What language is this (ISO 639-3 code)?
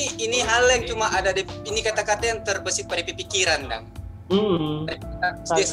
xmm